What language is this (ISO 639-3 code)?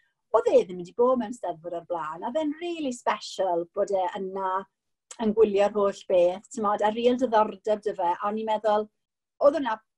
cym